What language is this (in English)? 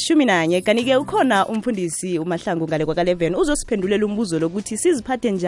South Ndebele